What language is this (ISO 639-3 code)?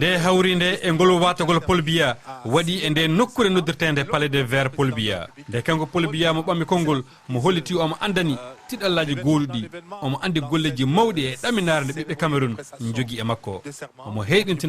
ful